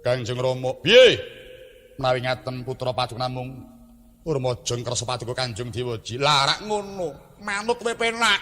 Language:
Javanese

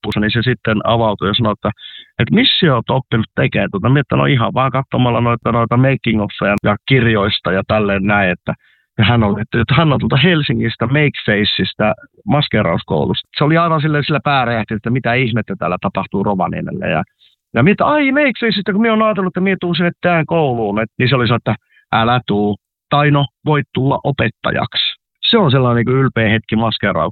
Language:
Finnish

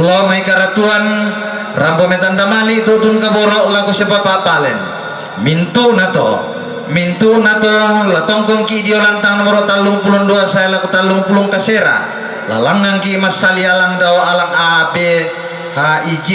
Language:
Toraja-Sa'dan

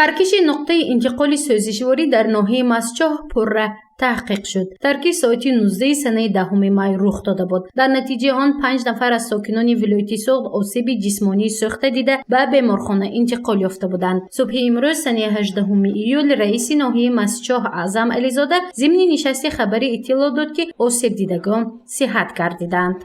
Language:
Tajik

